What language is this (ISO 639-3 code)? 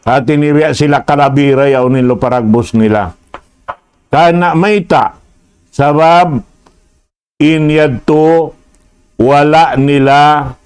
tsg